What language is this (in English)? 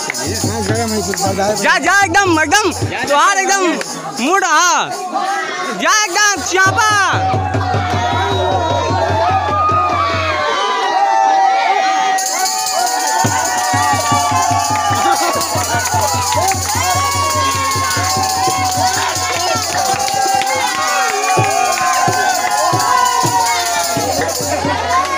Bhojpuri